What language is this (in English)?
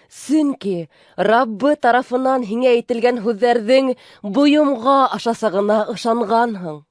Bashkir